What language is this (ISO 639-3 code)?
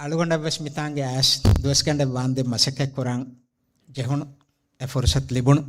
div